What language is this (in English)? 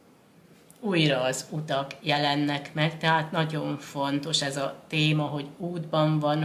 Hungarian